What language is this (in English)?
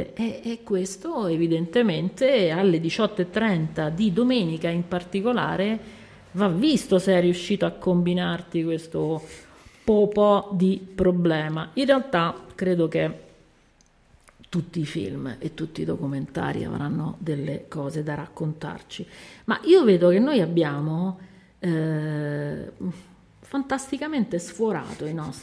Italian